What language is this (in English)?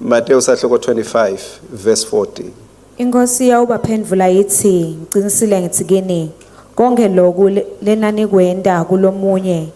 Swati